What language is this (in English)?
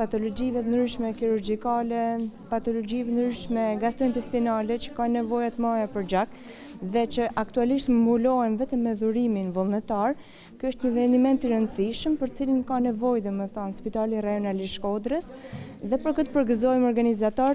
Albanian